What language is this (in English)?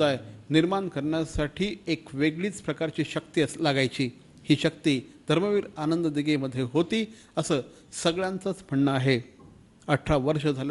Marathi